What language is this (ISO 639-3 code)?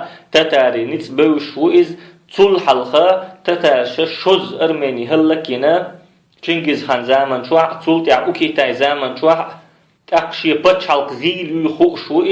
che